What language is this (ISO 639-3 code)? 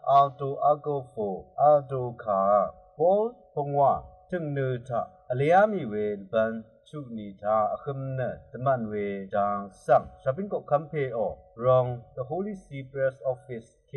raw